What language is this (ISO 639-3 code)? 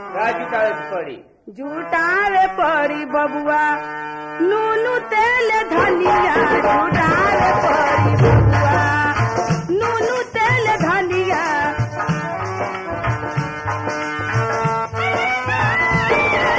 bho